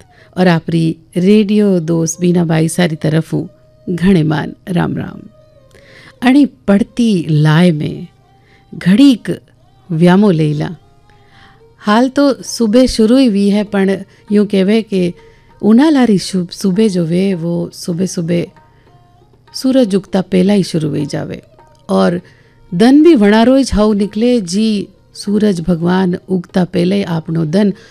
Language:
Hindi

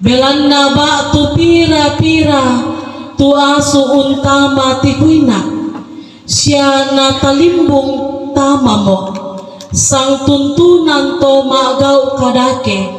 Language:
Toraja-Sa'dan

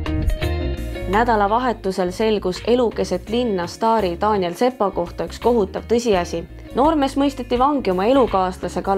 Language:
Estonian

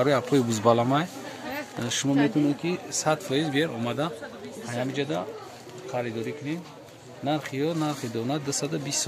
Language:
Tajik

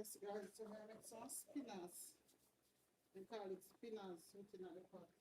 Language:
Jamaican Creole English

